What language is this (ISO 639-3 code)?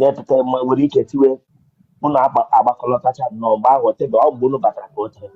ibo